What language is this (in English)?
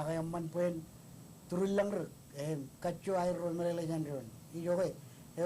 Marshallese